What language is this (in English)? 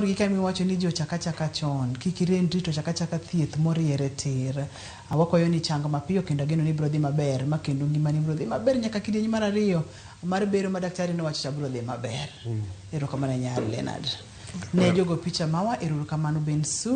Luo (Kenya and Tanzania)